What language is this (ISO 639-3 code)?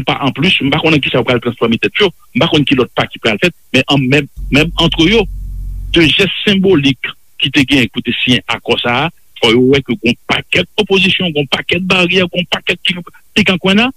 hat